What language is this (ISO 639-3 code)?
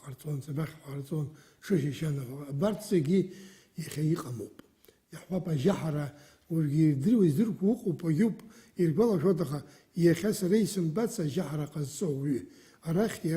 abk